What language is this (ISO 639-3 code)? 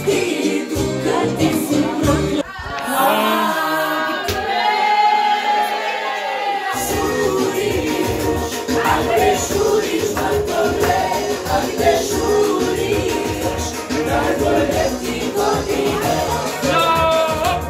hrv